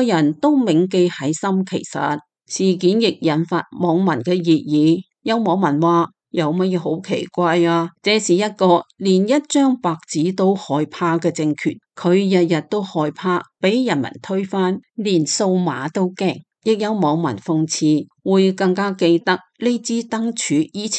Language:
Cantonese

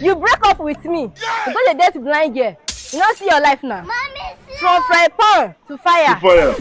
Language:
Nigerian Pidgin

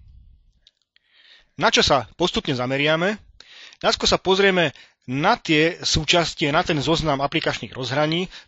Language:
Slovak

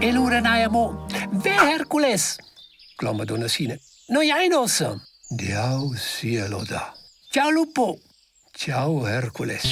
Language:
Romansh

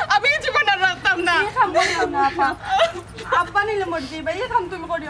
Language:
Sylheti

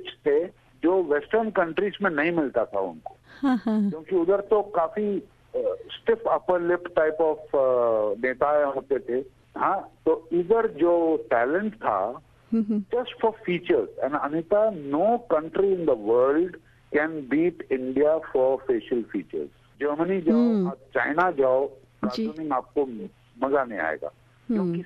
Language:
Hindi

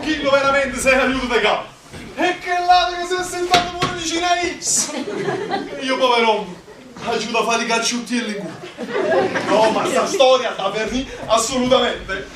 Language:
Neapolitan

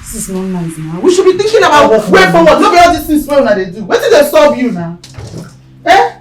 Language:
Nigerian Pidgin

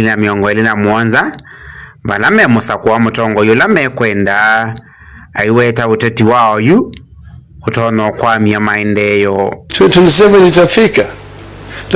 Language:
Kamba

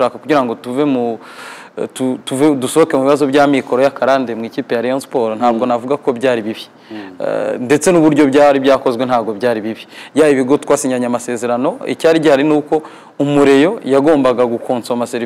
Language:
Kinyarwanda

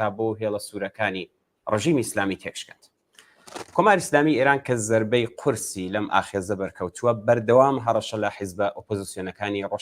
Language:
Central Kurdish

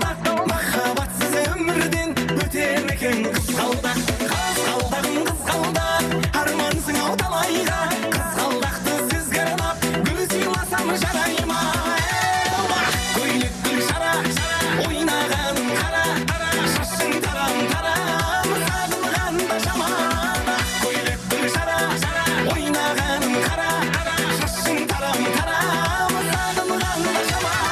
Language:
Kara-Kalpak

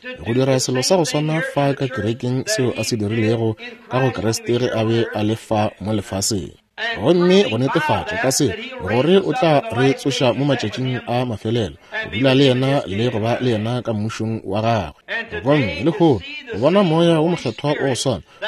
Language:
Northern Sotho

